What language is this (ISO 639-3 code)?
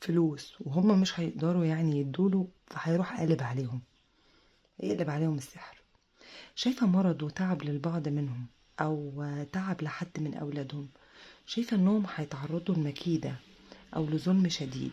arz